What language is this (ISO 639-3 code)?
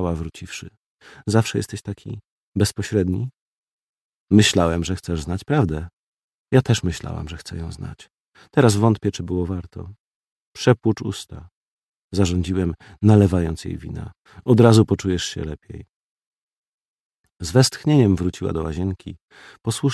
pol